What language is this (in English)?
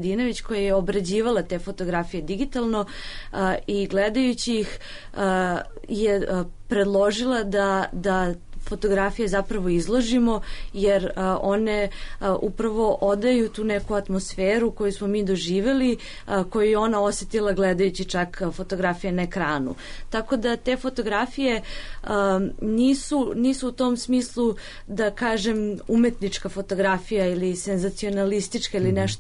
Serbian